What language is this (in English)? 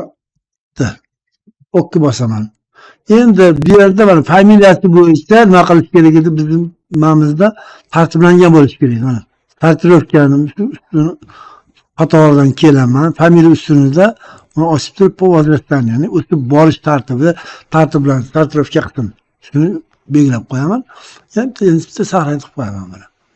Uzbek